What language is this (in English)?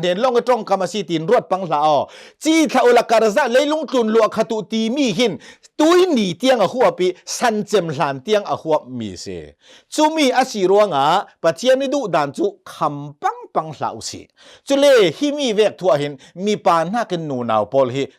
Hakha Chin